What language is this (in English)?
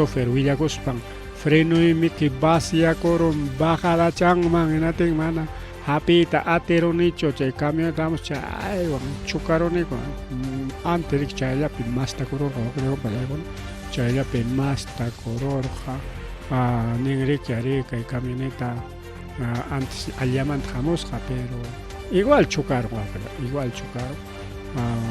Ayacucho Quechua